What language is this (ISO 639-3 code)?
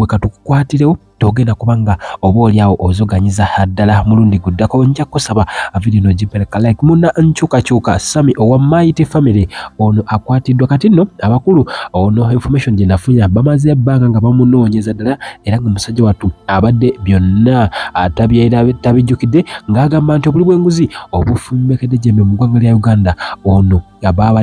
lug